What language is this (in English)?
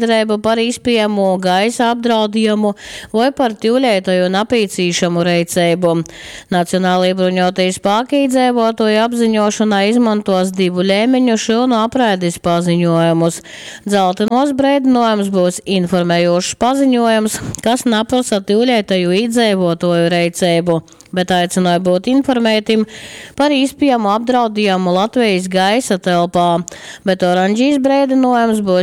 Latgalian